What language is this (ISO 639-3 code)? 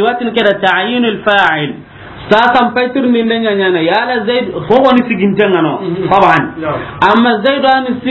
snk